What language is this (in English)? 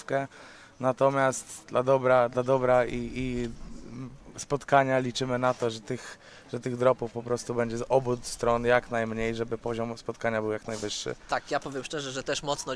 Polish